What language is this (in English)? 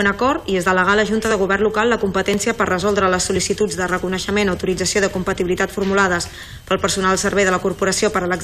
Catalan